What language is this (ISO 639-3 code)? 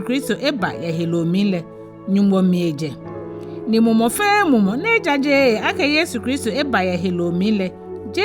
gaa